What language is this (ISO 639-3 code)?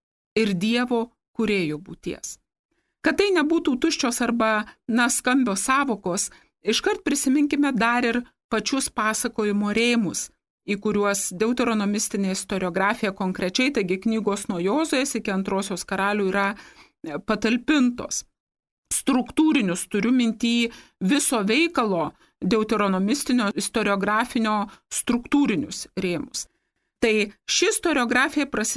lit